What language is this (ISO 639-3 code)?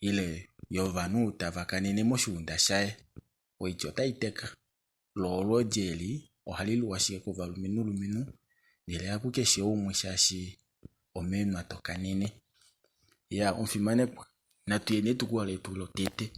kua